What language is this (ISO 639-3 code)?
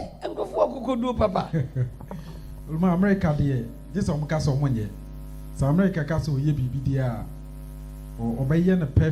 aka